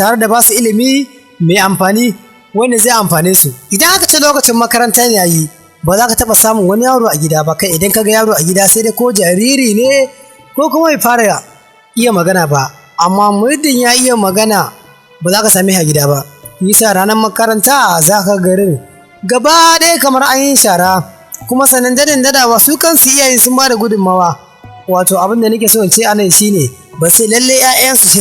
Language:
Hausa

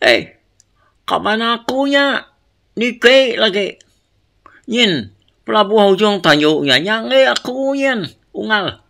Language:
Iban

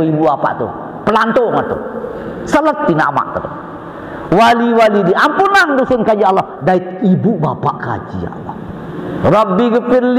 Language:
Sasak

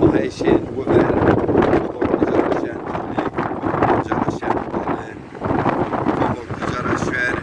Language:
Zaza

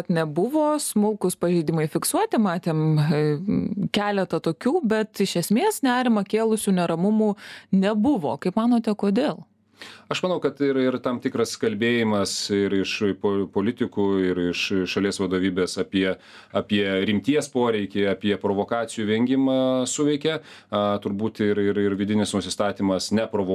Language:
Lithuanian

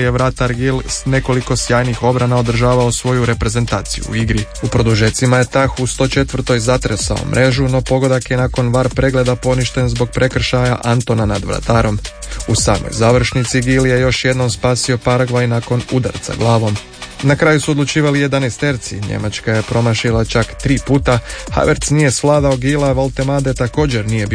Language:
Croatian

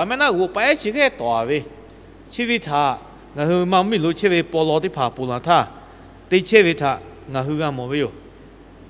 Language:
Lahu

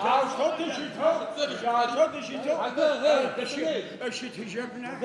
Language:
Adyghe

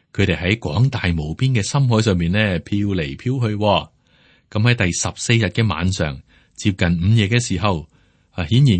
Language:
Cantonese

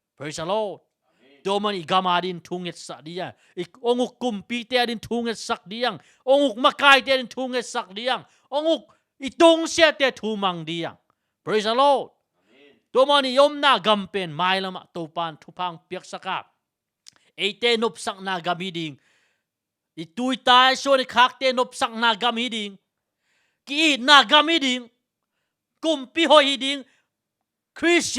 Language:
Tedim Chin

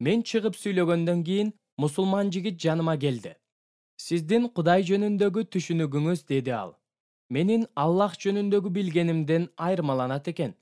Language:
Kyrgyz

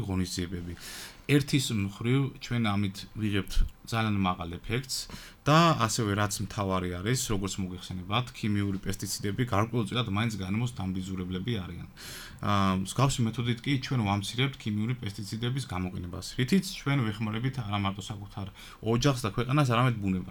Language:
Georgian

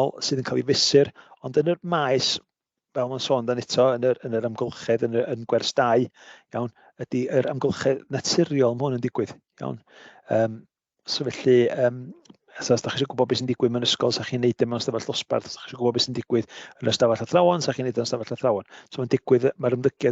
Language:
Welsh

